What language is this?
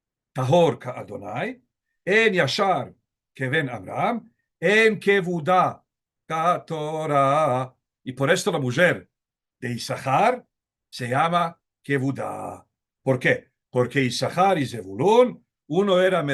Ladino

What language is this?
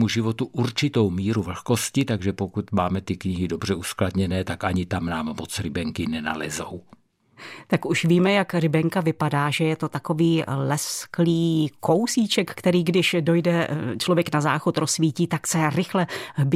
Czech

